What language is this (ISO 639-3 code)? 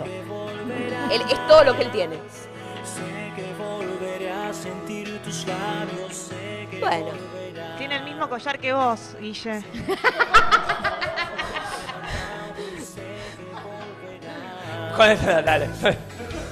spa